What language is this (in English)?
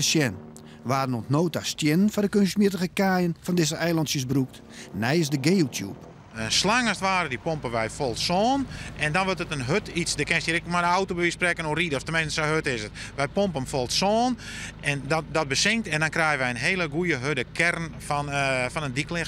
Western Frisian